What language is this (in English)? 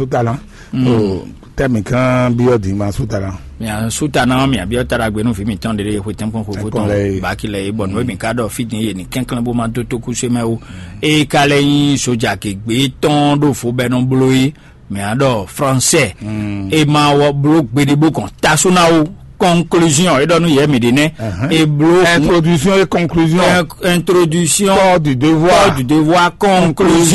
Fon